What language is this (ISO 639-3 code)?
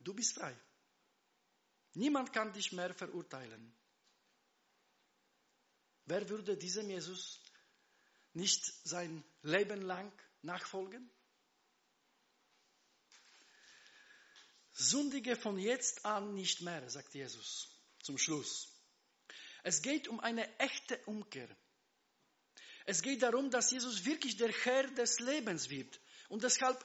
deu